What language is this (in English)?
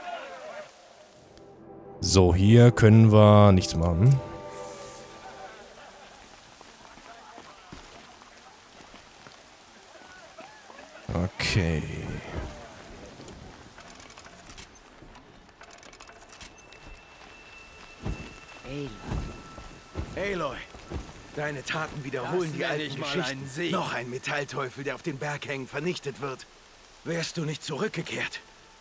German